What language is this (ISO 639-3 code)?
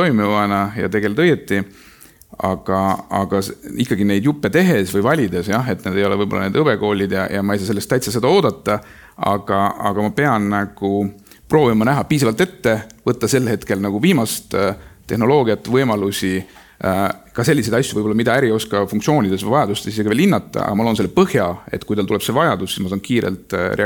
est